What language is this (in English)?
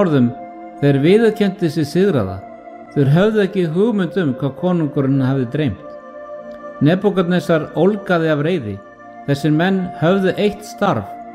Icelandic